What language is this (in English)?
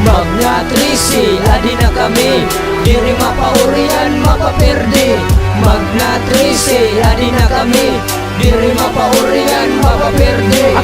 Waray